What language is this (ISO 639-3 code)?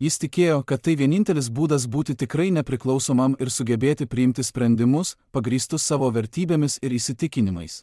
lit